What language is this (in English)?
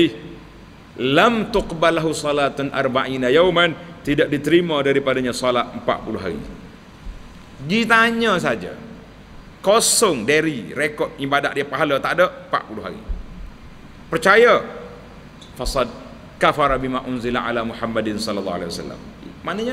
Malay